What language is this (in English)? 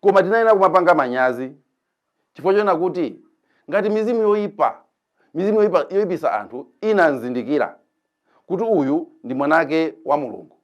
Nyanja